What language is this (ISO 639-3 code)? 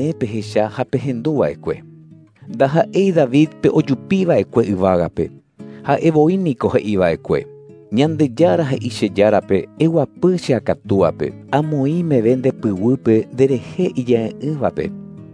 grn